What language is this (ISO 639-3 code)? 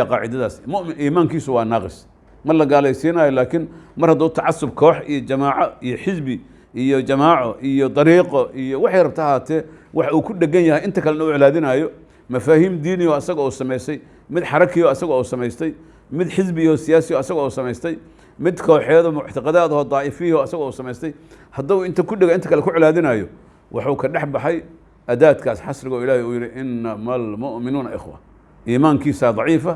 som